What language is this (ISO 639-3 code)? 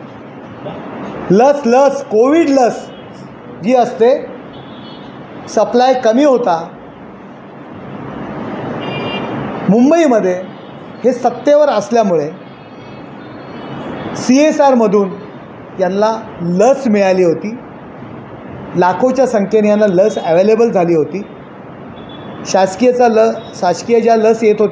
mar